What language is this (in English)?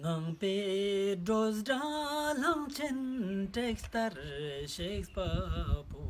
Ladakhi